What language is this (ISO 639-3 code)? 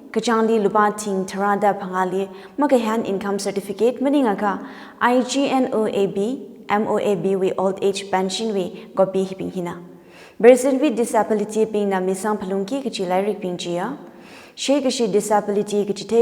nmf